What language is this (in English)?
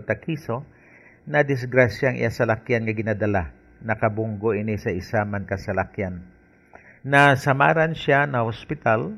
Hiligaynon